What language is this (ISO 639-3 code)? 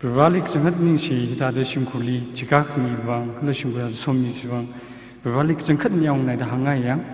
nmf